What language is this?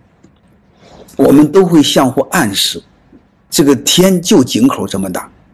Chinese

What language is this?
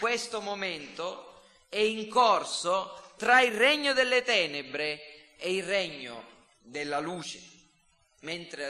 Italian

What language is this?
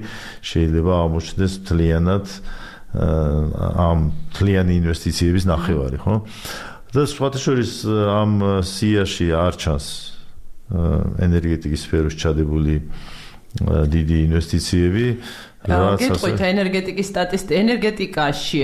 Georgian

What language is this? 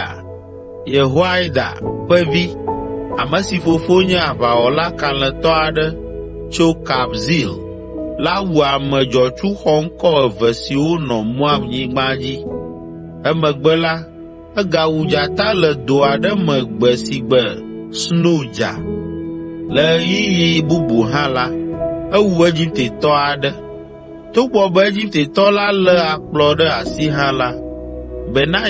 Ewe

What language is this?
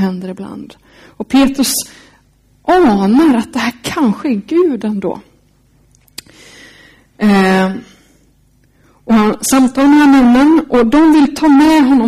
Swedish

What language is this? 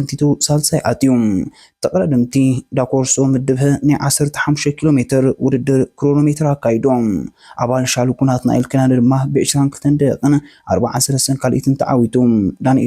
Tigrinya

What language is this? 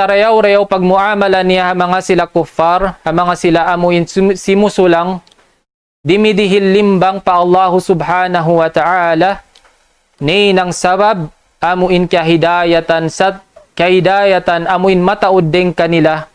Tausug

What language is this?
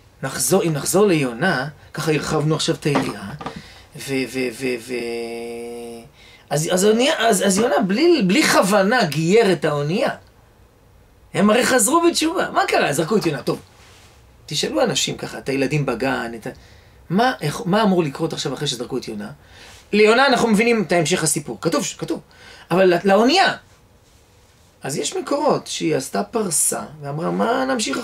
Hebrew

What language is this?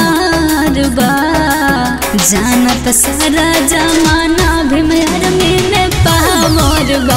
Bhojpuri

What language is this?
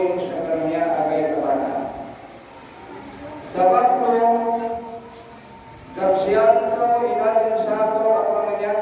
Malay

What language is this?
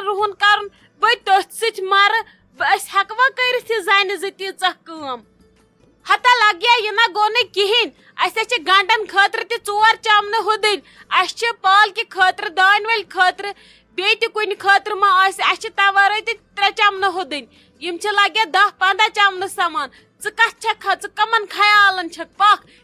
Kashmiri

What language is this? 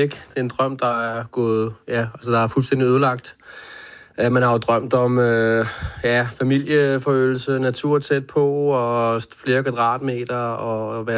Danish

